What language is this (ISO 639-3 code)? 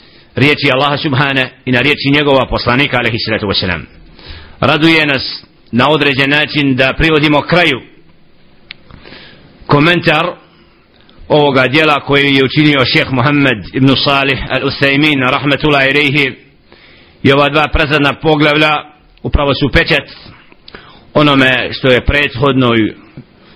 bos